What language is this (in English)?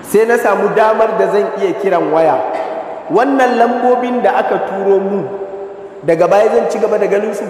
Hausa